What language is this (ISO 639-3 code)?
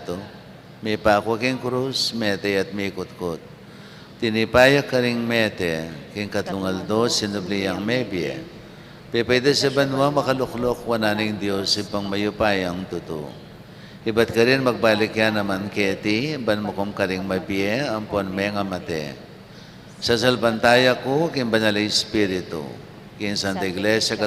pam